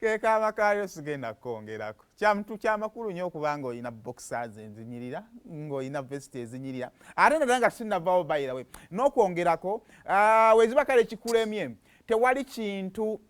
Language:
Ganda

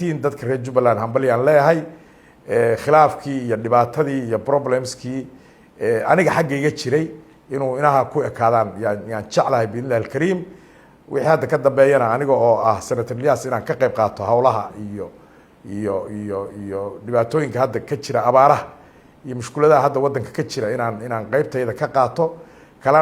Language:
Somali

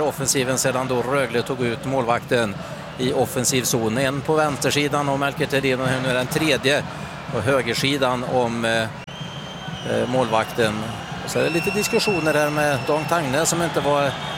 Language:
Swedish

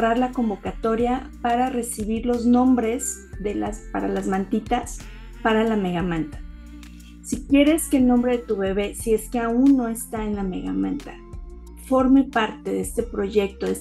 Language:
Spanish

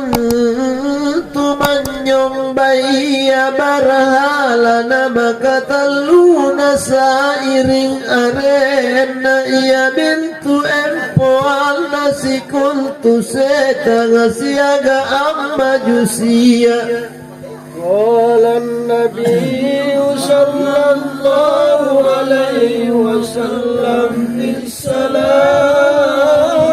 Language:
Makasar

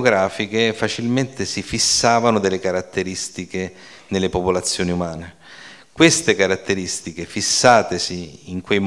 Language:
Italian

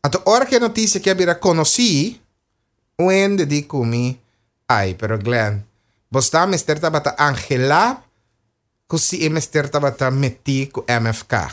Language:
Papiamento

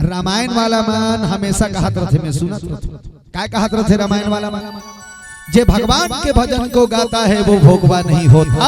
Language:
Chhattisgarhi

